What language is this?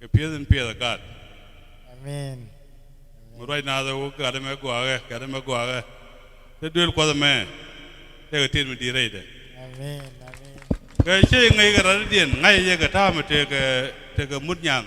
Nuer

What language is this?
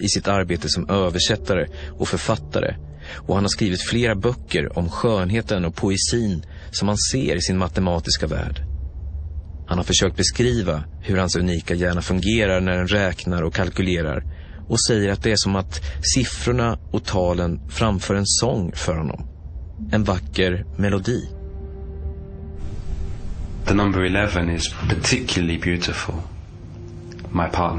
Swedish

